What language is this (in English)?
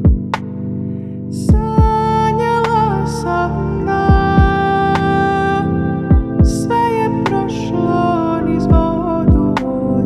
Croatian